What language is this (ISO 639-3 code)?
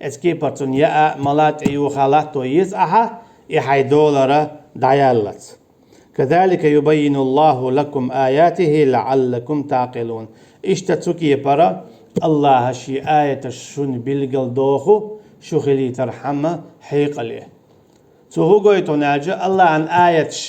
che